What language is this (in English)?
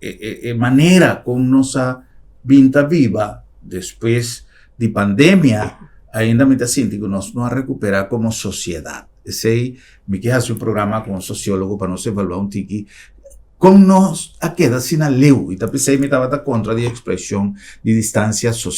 Papiamento